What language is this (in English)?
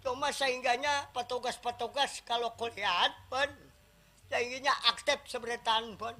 Banjar